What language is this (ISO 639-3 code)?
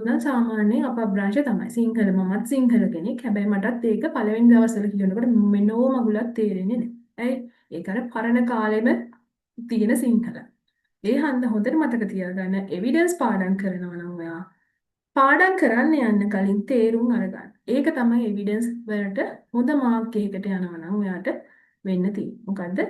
sin